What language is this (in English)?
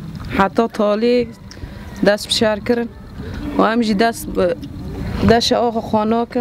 Kurdish